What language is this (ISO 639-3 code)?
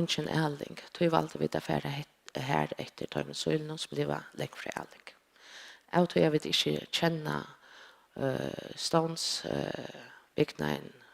fao